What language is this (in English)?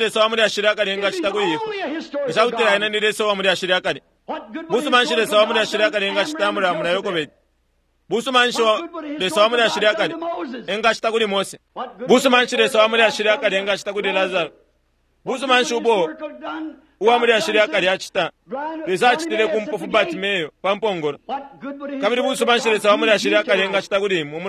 Bemba